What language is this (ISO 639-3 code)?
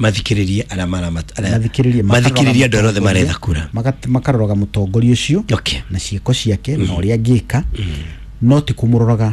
kik